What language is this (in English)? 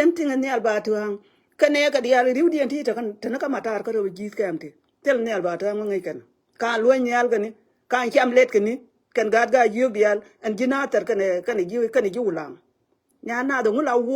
Nuer